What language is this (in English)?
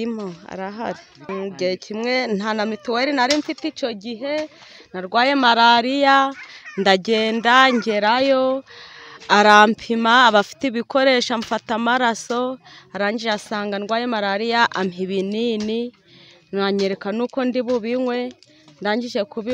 Kinyarwanda